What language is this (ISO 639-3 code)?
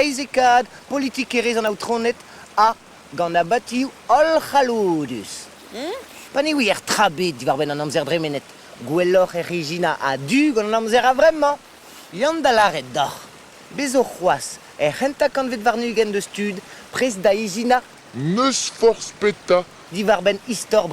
bre